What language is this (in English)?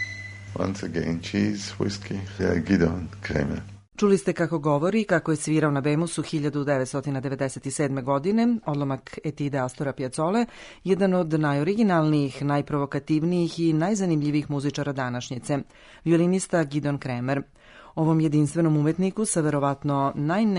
Serbian